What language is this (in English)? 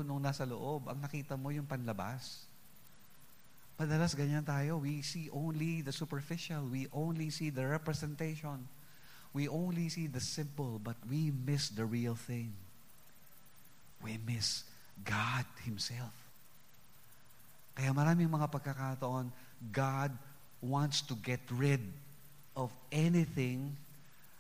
Filipino